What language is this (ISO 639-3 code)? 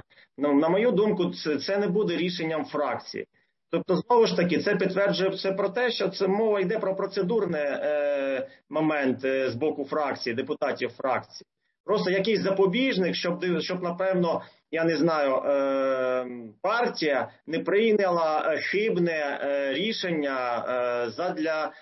ukr